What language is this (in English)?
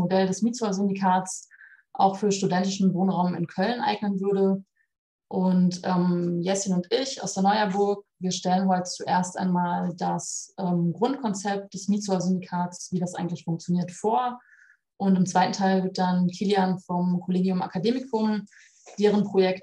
German